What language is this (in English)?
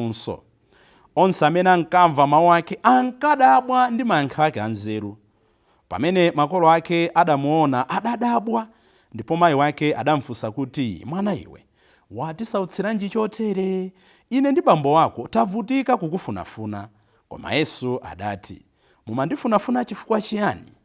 Nyanja